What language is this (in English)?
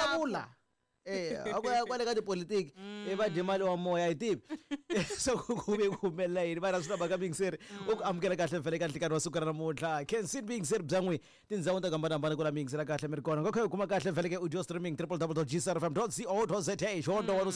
Tsonga